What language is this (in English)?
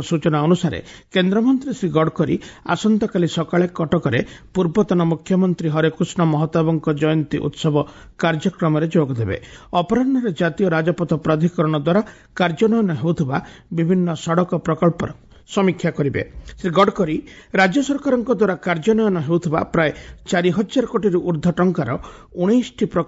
Odia